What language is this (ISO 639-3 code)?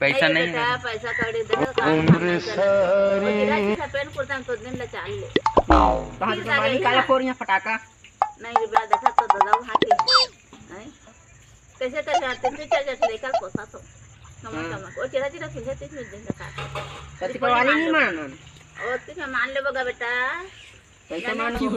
hne